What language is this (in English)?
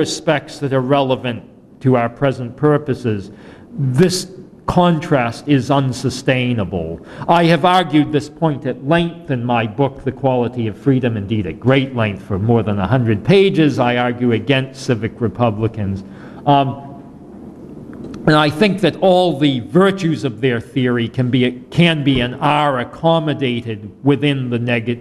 English